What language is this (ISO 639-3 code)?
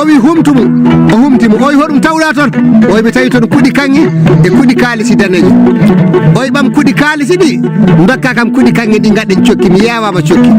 ful